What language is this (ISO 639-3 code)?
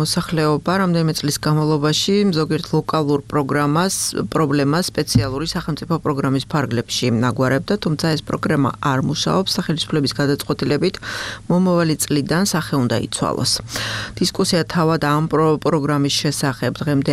kat